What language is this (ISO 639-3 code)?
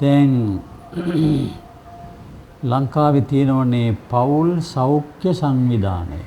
sin